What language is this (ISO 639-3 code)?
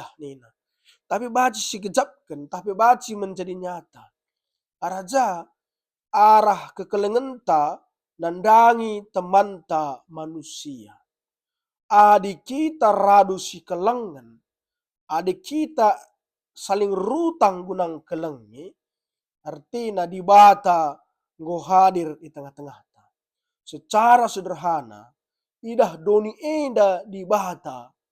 btx